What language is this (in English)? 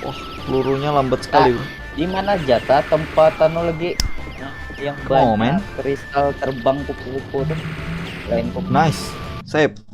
Banjar